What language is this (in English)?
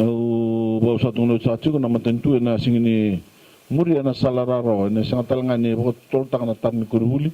Fijian